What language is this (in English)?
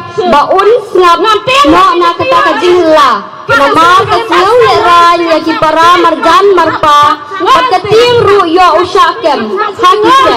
Khasi